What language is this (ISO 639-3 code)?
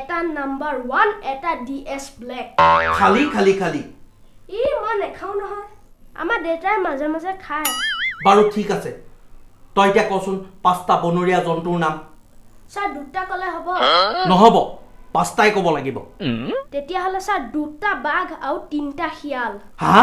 asm